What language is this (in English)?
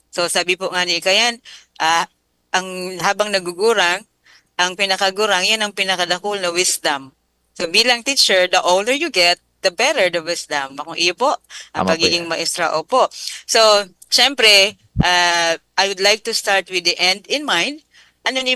Bikol